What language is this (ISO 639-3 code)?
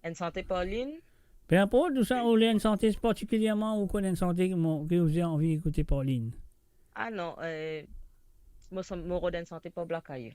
mfe